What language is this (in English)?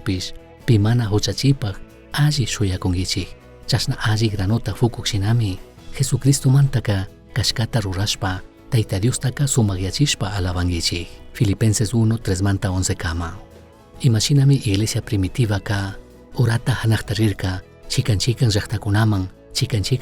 Chimborazo Highland Quichua